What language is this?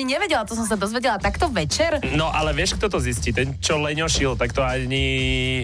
Slovak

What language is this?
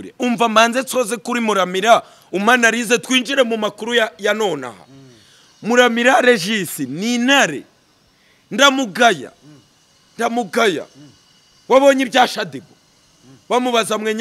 Kinyarwanda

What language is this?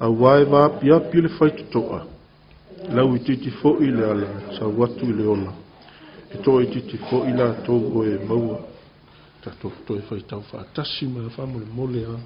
Samoan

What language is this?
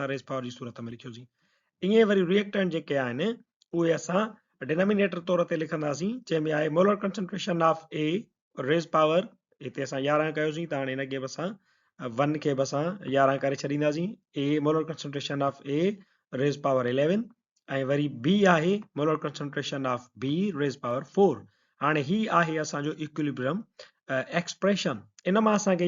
Sindhi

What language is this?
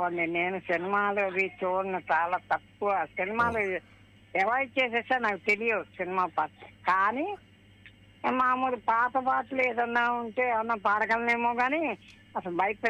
Telugu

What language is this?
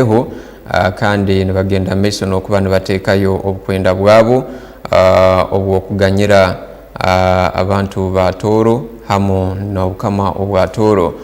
Tooro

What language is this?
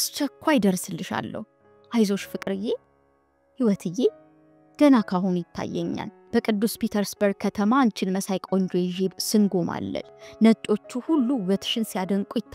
Amharic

